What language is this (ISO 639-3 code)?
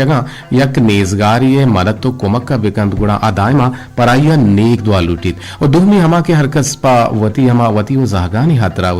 bgp